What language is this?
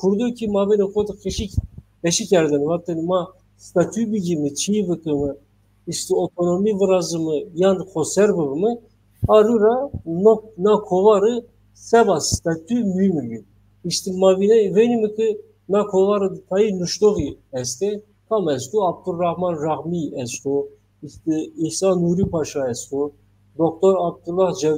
Zaza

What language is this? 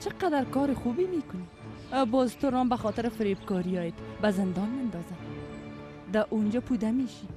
Persian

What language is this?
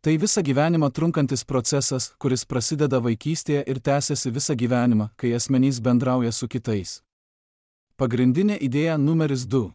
Lithuanian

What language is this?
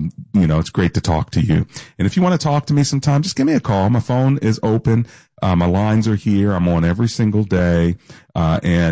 English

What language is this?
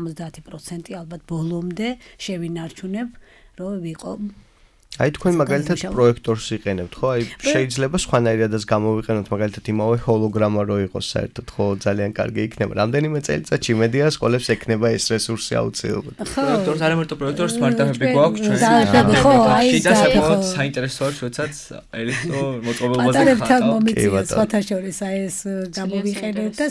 Georgian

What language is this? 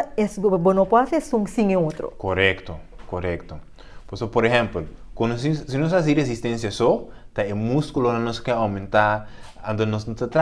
Papiamento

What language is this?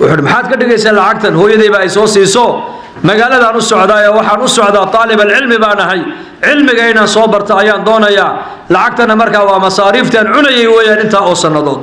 Somali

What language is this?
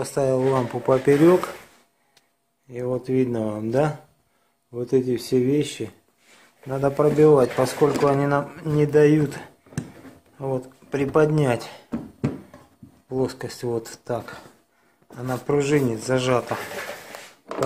Russian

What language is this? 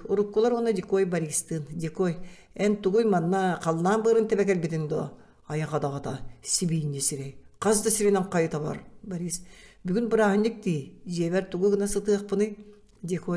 Yakut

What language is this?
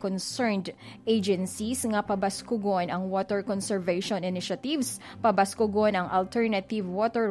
Hiligaynon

